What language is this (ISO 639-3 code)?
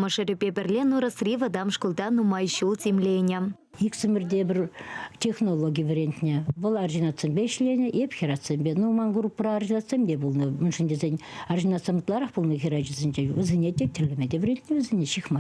chv